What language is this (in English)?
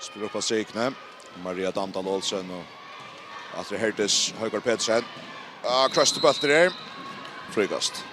Faroese